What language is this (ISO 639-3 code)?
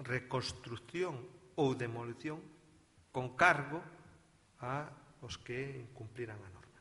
glg